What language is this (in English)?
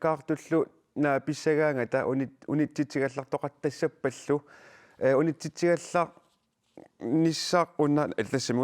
Kalaallisut